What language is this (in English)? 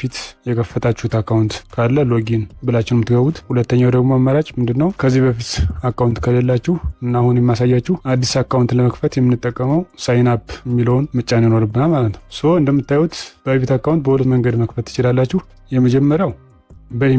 Amharic